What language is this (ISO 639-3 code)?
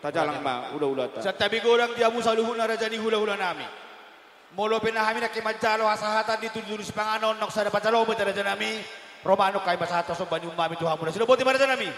bbc